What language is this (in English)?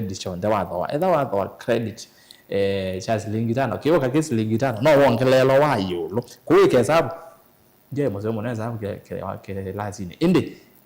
Kamba